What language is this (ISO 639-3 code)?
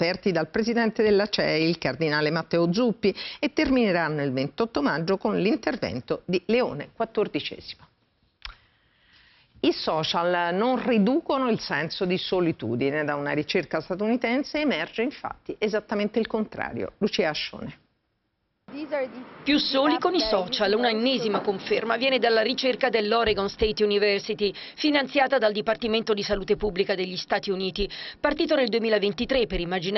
ita